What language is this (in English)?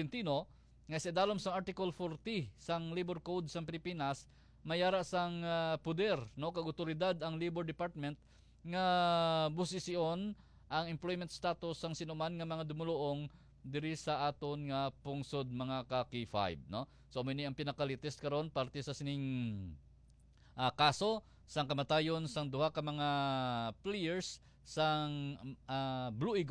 Hiligaynon